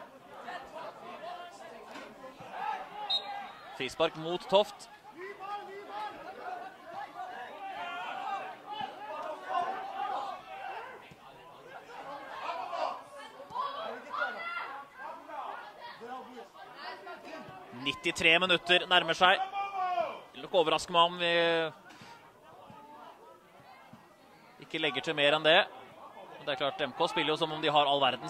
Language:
Norwegian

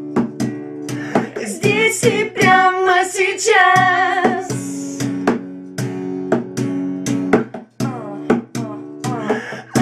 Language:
Russian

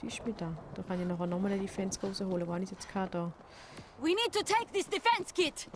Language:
Swiss German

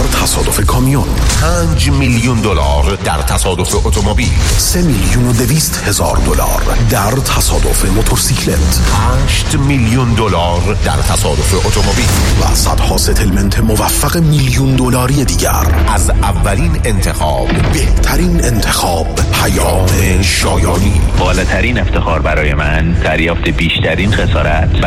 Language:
Persian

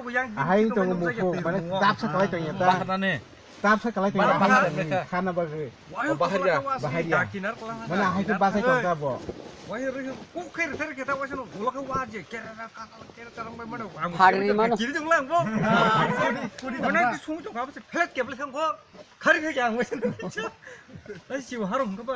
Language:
Kok Borok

